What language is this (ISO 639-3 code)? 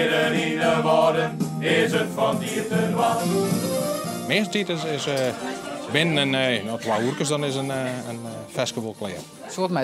fry